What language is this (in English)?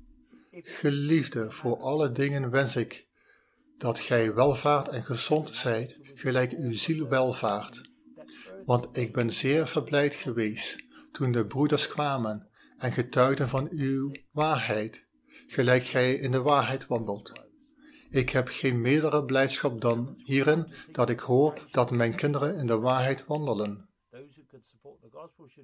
Dutch